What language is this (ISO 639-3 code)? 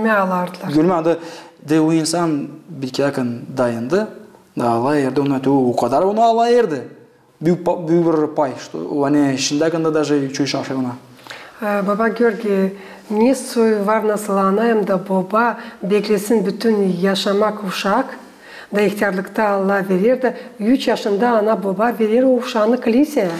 gag